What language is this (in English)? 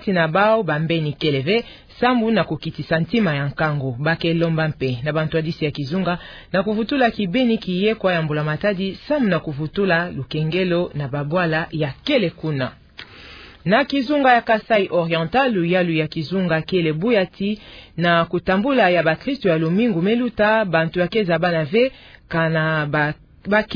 Kituba (Democratic Republic of Congo)